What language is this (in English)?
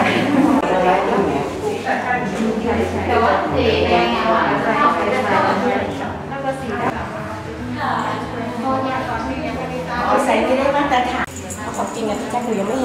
Thai